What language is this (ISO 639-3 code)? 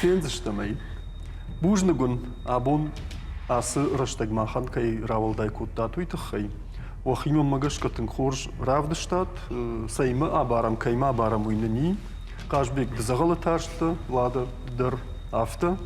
oss